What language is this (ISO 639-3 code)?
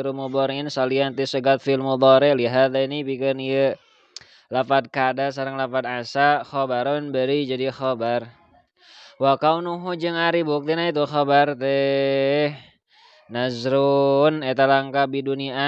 sun